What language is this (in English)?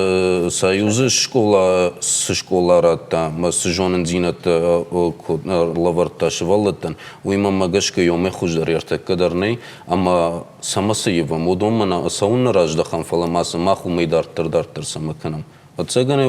Ossetic